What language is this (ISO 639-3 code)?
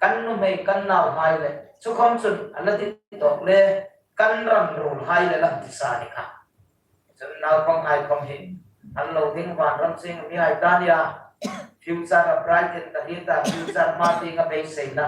hmr